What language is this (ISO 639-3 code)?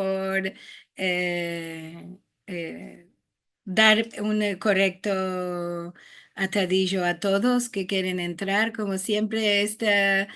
lad